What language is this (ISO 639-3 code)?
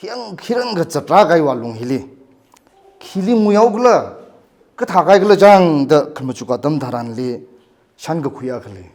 nmf